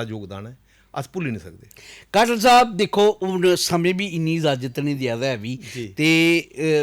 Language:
Dogri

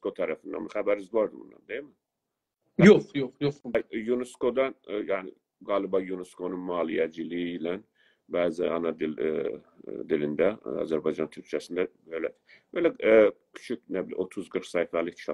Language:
South Azerbaijani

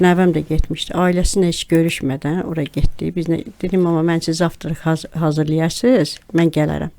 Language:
Azerbaijani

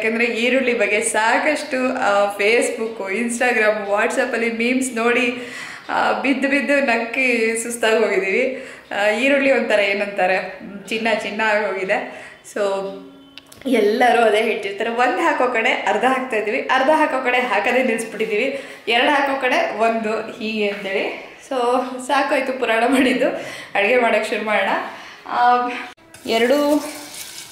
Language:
Kannada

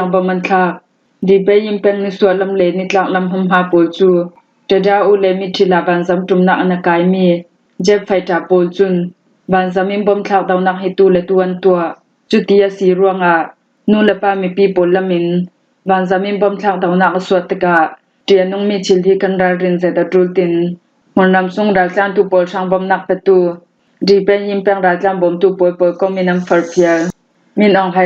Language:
Falam Chin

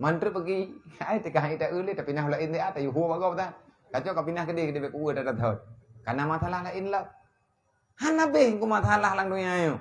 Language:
Achinese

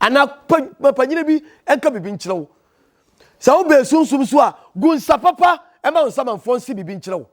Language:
Akan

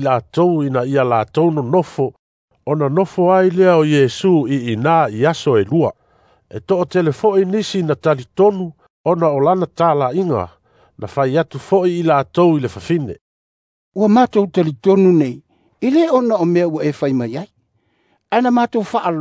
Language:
Samoan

